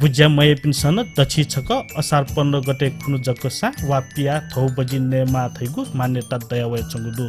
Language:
Newari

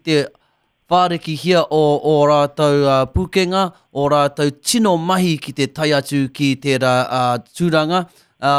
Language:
Māori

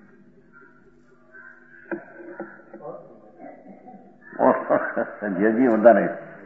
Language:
Gujarati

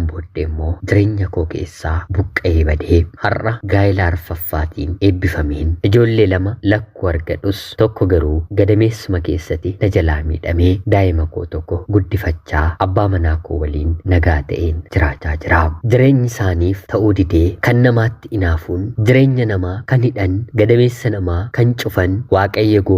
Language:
Oromo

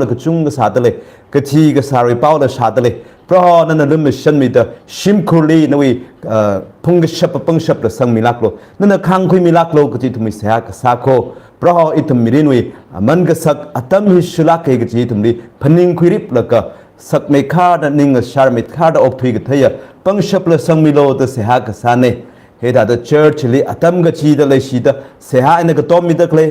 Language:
Tangkhul Naga (India)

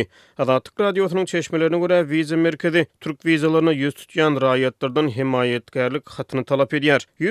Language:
Turkmen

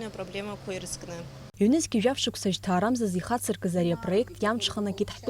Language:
Abkhazian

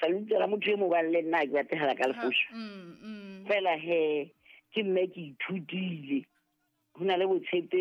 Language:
Southern Sotho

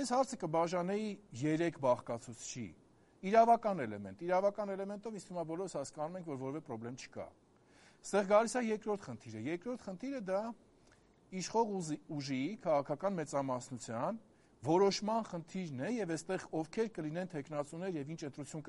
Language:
Armenian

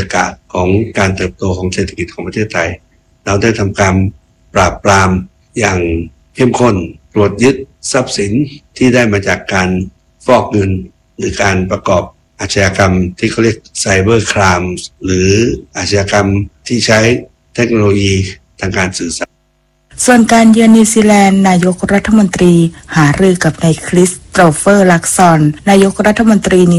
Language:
Thai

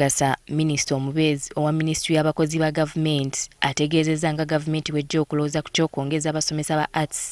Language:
Ganda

